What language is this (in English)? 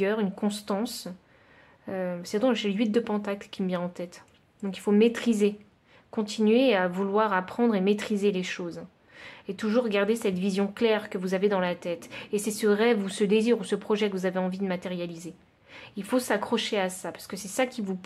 French